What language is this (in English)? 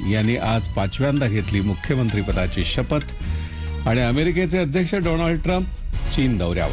Marathi